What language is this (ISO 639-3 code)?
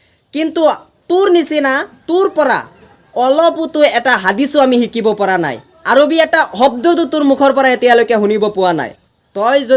asm